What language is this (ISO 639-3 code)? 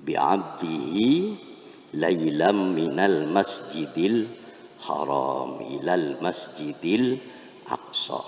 mad